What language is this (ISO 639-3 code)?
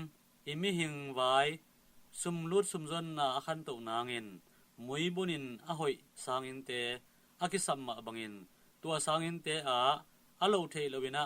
ctd